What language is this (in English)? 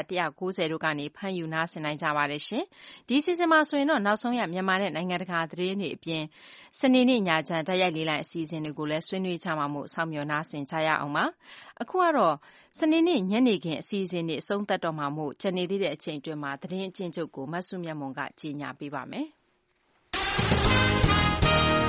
Burmese